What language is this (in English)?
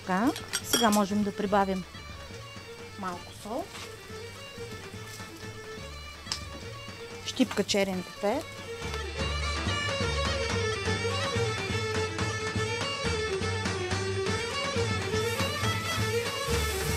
Bulgarian